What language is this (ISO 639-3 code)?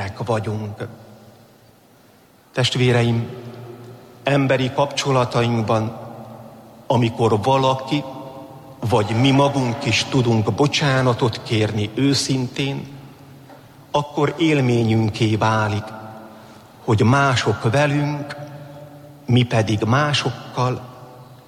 hun